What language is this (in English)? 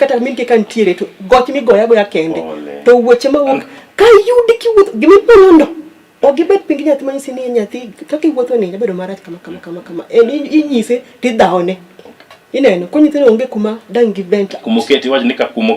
Luo (Kenya and Tanzania)